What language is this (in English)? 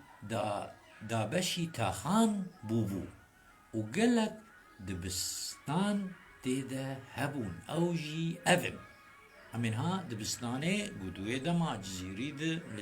Kurdish